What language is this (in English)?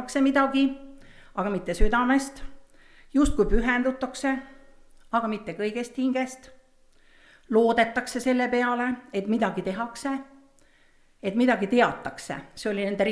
Estonian